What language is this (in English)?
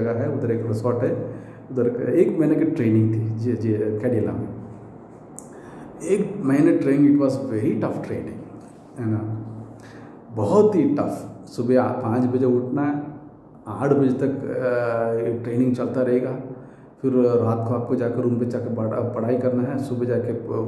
Hindi